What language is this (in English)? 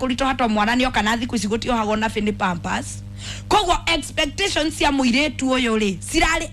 Kikuyu